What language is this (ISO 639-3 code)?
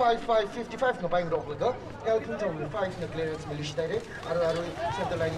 nmf